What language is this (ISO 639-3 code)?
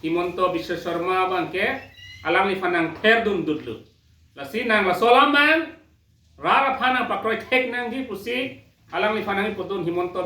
mjw